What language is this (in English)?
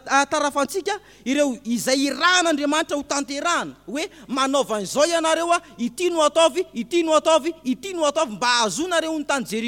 Malagasy